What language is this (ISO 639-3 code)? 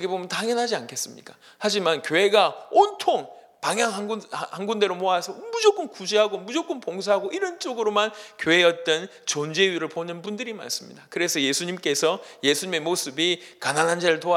kor